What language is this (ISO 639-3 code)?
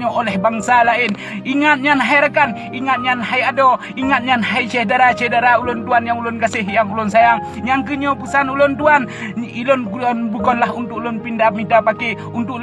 ace